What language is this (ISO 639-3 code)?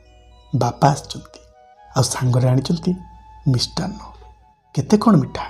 ori